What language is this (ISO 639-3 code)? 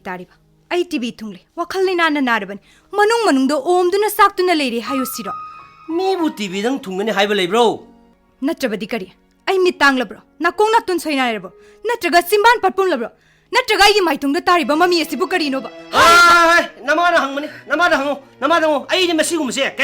mni